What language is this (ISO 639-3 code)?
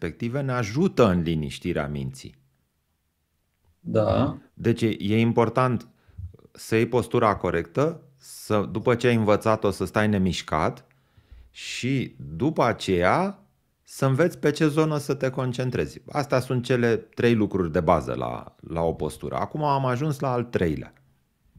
ron